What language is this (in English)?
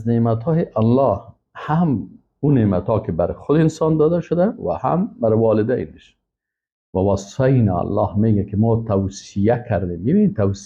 Persian